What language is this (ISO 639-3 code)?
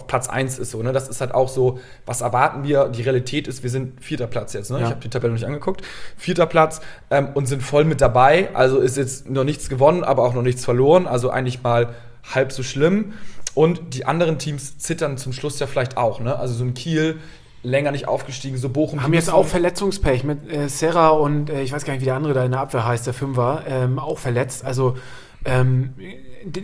deu